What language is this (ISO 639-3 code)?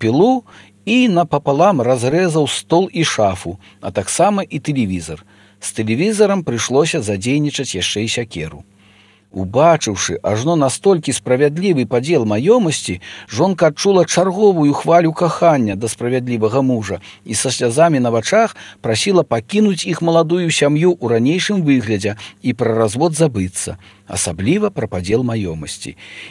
bel